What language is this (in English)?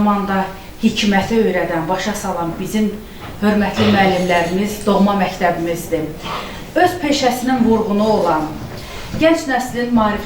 Azerbaijani